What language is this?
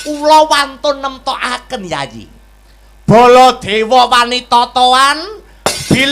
Javanese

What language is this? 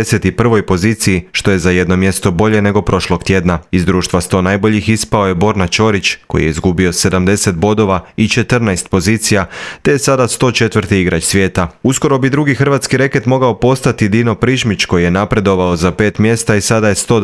Croatian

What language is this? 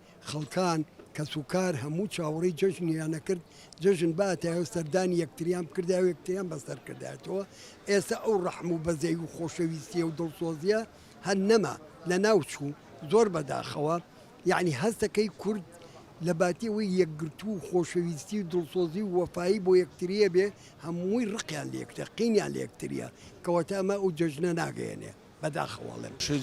Central Kurdish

